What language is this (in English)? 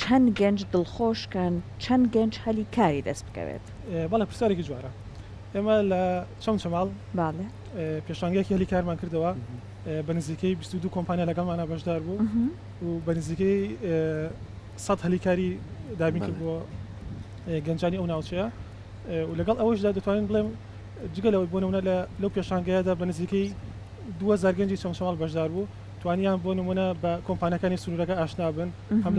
Central Kurdish